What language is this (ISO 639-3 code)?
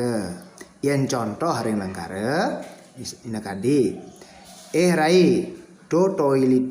ban